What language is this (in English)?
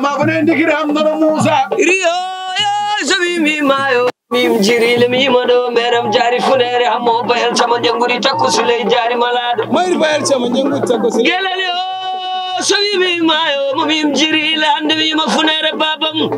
Fula